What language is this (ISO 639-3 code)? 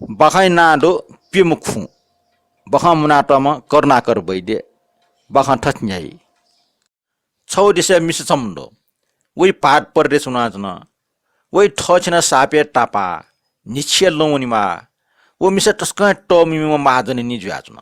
new